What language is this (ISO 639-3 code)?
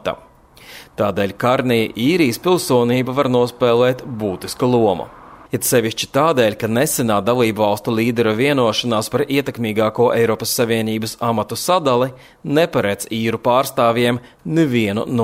lav